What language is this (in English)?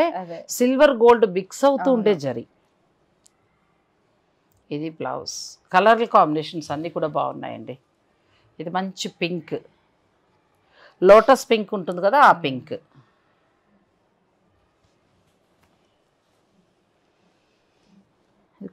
Telugu